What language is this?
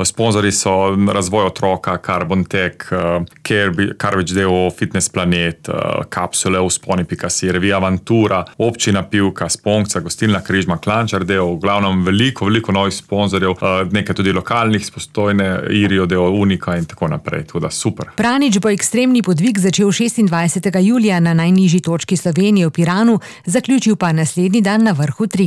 Slovenian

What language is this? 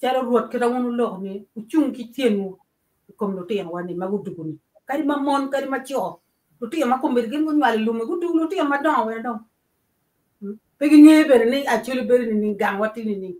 Acoli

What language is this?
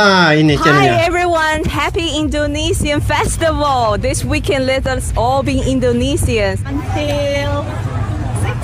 Indonesian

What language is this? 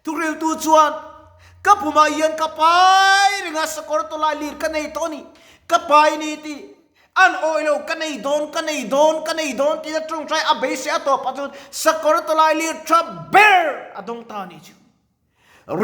Mizo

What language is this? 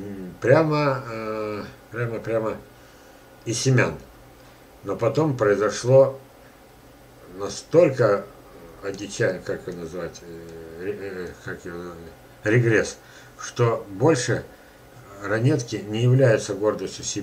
Russian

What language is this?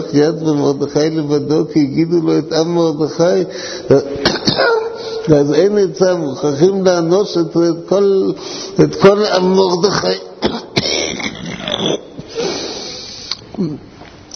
Hebrew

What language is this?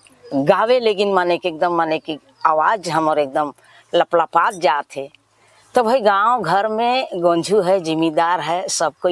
Sadri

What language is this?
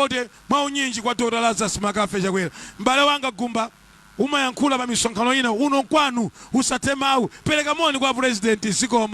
Nyanja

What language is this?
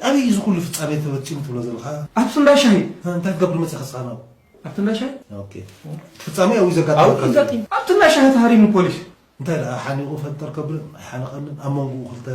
Tigrinya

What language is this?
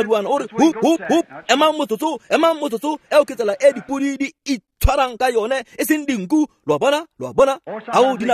Tswana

